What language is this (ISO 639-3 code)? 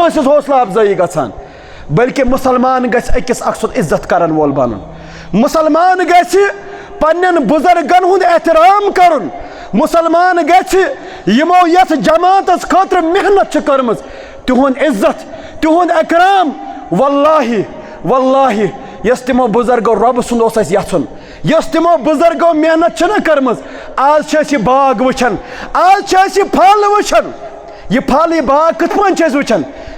kas